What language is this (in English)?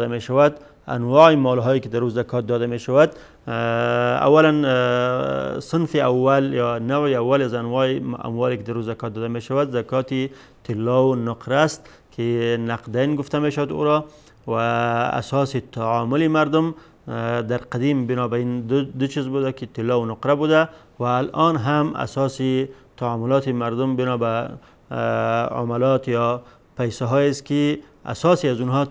Persian